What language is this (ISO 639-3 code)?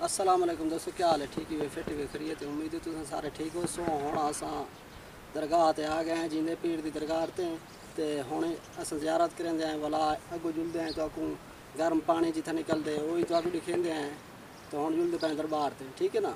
skr